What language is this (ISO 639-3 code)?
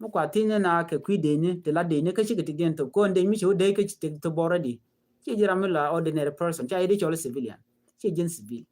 nus